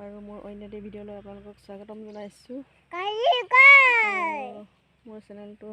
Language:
Assamese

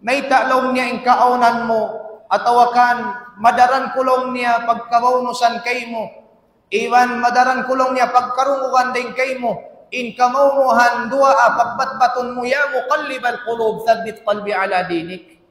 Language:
Tausug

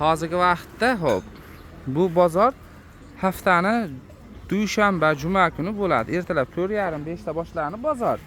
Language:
Uzbek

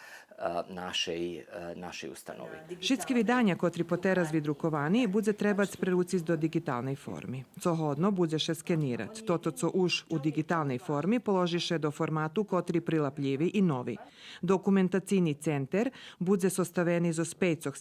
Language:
Rusyn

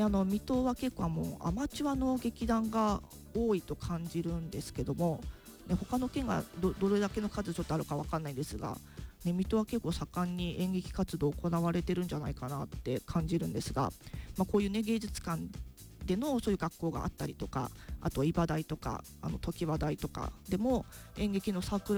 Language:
Japanese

